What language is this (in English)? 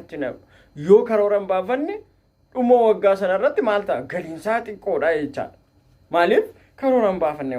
Oromo